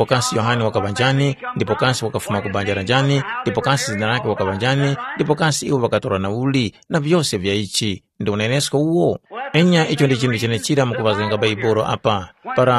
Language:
Tumbuka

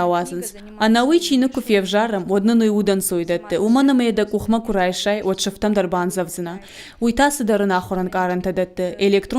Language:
Ossetic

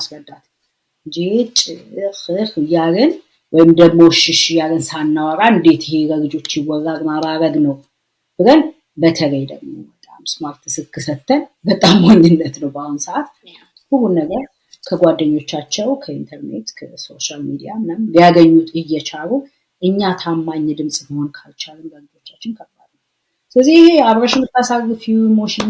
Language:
Amharic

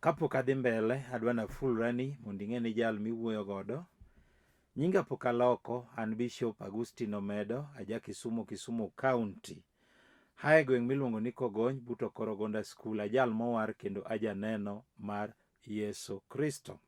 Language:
Luo (Kenya and Tanzania)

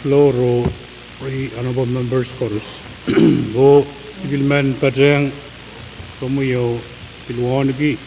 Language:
Pohnpeian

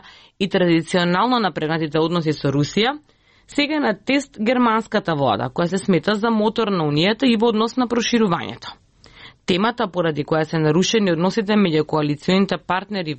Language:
Macedonian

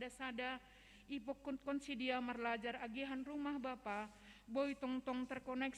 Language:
Batak Simalungun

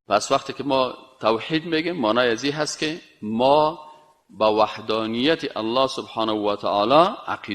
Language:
Persian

